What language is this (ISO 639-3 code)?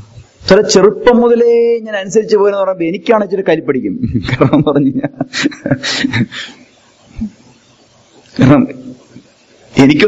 mal